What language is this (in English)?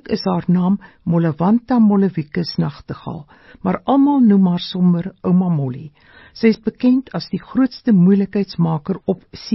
Afrikaans